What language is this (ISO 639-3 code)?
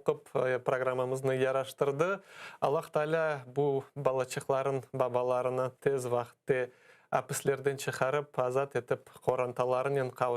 crh